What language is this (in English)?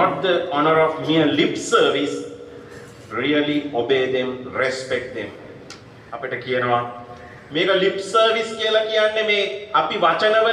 Sinhala